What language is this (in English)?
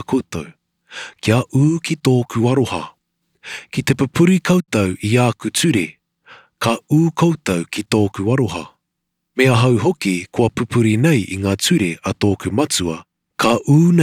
Māori